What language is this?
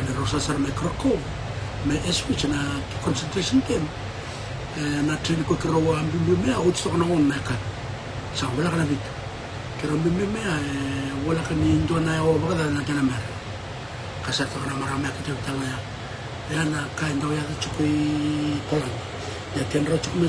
Fijian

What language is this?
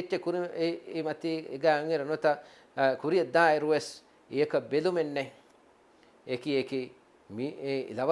Divehi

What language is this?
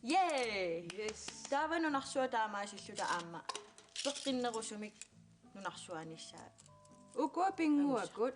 Kalaallisut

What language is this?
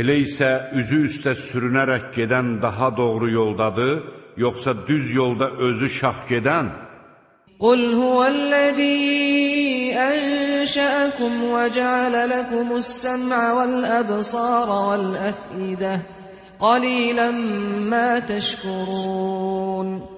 Azerbaijani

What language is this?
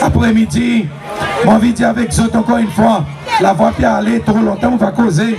Seselwa Creole French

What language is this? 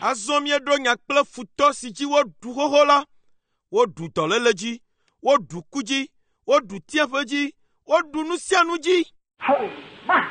Ewe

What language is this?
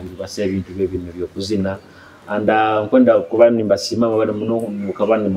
Nyoro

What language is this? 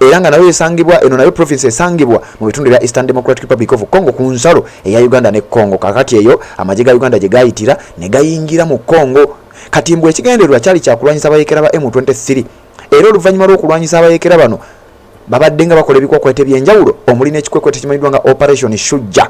Ganda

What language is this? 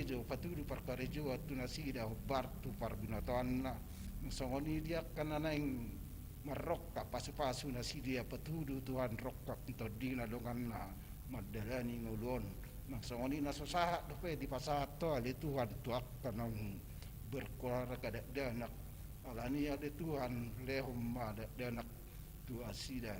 Batak Toba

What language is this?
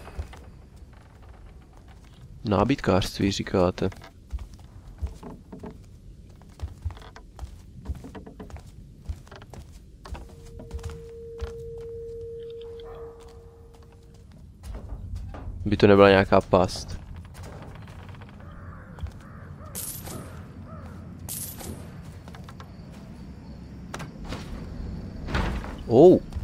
Czech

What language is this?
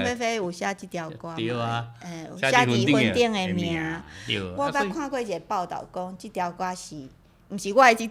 Min Nan Chinese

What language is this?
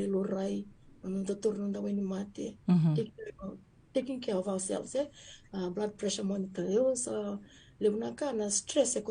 Fijian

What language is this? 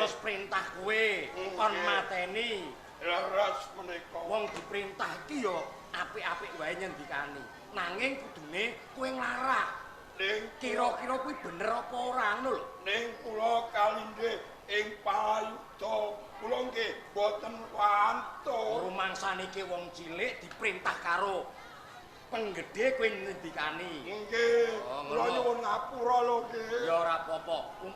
Javanese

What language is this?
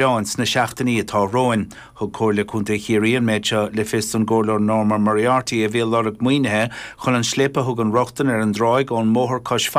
Irish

